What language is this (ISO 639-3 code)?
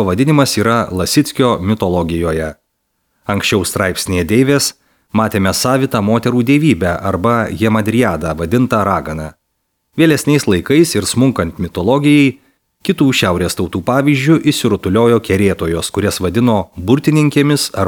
lit